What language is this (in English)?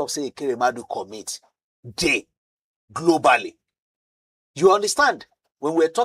Nigerian Pidgin